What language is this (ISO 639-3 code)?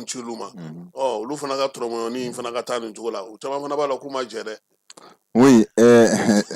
bam